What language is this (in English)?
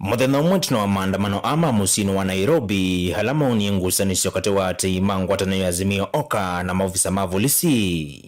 Kamba